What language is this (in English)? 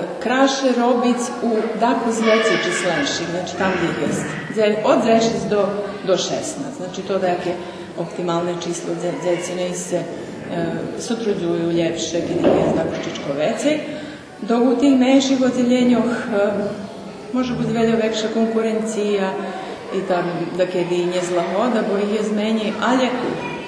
Rusyn